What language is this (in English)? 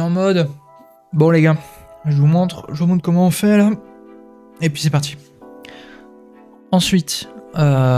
French